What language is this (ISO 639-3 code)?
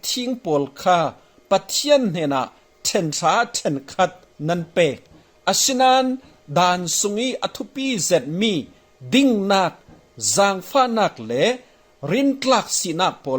cfm